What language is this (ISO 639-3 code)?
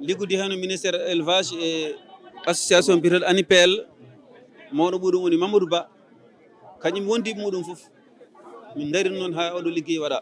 ful